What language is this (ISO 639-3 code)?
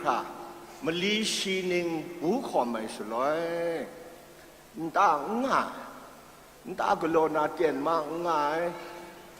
kac